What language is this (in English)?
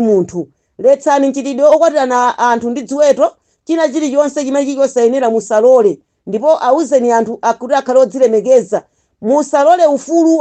Nyanja